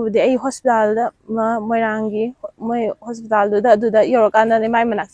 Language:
Manipuri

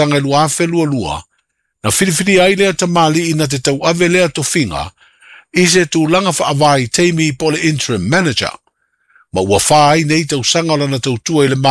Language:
Samoan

